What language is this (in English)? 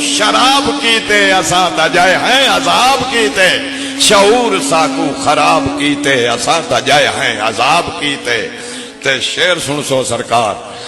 Saraiki